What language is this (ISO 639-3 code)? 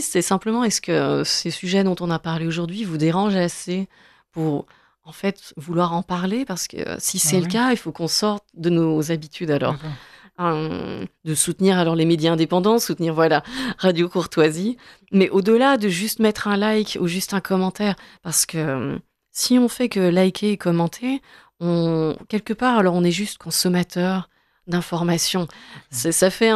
fra